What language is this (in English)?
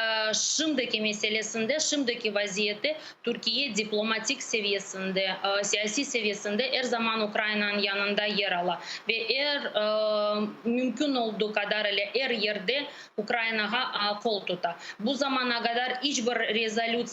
Crimean Tatar